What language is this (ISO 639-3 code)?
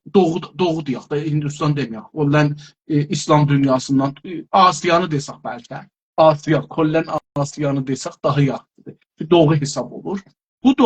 azb